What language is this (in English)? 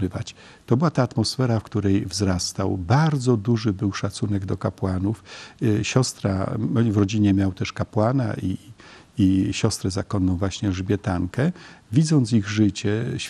Polish